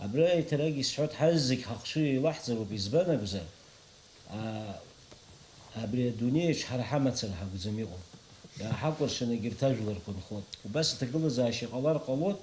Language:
Abkhazian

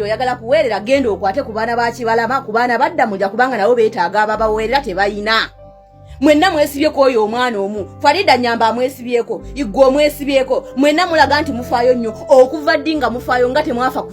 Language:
Ganda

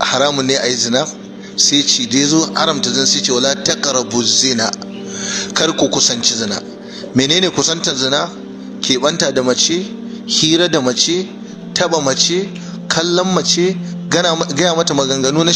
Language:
Hausa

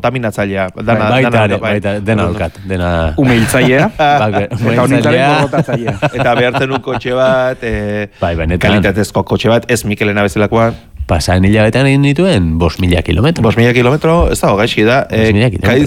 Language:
Basque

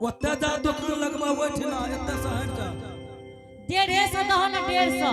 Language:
Angika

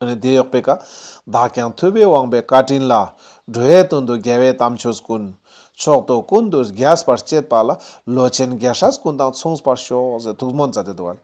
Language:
Ladakhi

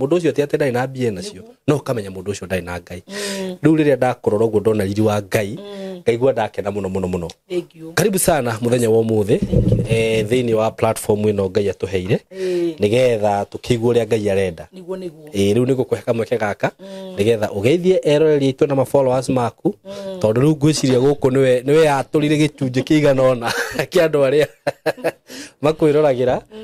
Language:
Kikuyu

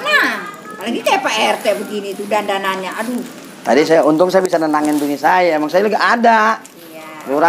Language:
Betawi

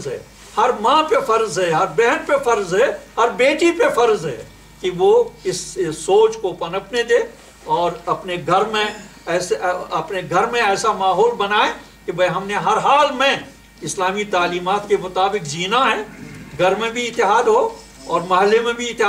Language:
Urdu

